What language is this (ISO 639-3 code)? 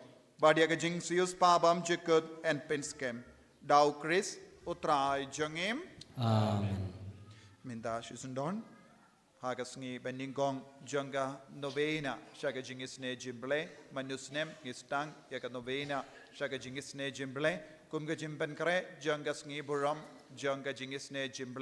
kha